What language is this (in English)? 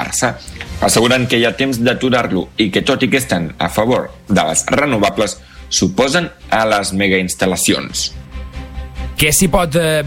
Catalan